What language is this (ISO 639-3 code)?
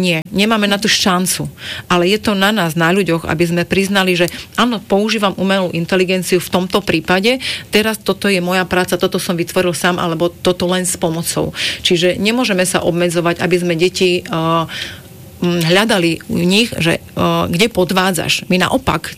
slk